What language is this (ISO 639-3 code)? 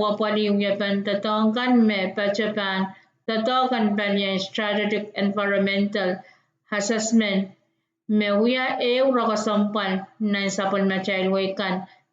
pon